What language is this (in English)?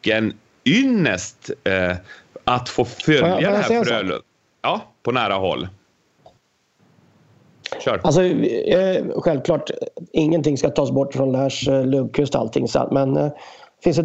Swedish